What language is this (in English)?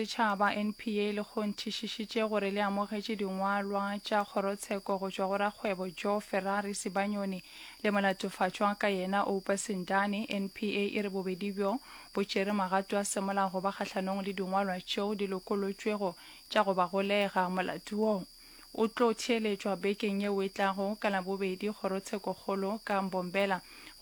Northern Sotho